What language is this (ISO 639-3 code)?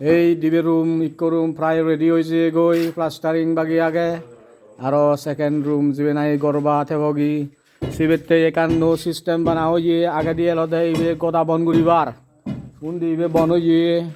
ccp